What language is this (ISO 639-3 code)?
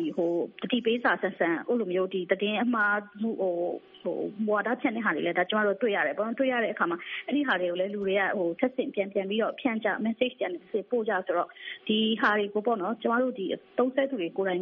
mya